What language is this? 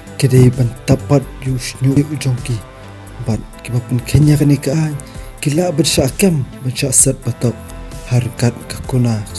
Khasi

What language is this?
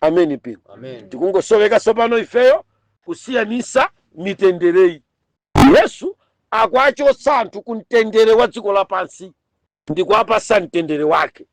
Nyanja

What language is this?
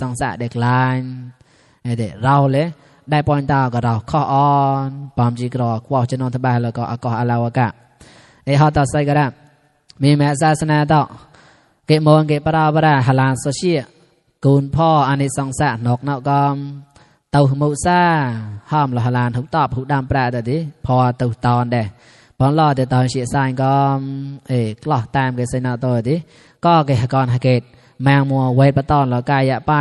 Mon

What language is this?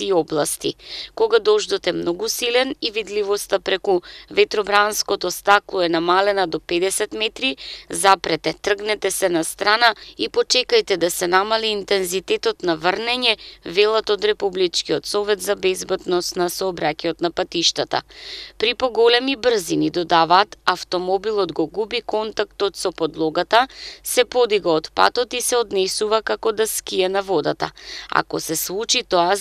Macedonian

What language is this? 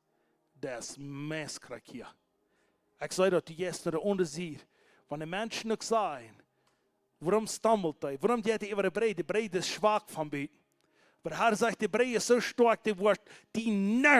Plautdietsch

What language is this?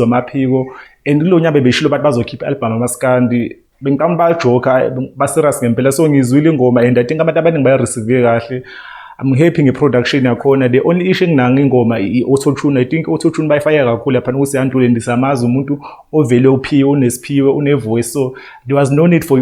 Zulu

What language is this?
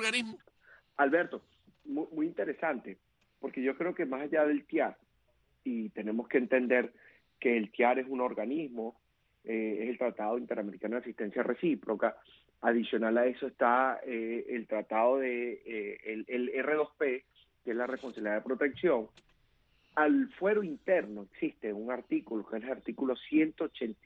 Spanish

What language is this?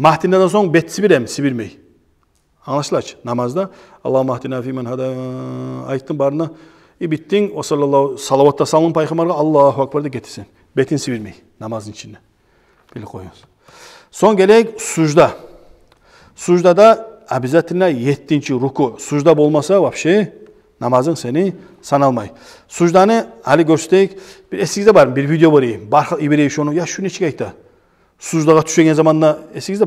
Kumyk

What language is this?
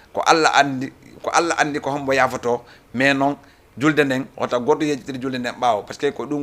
Fula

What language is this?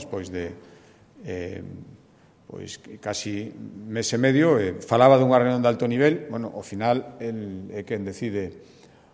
Galician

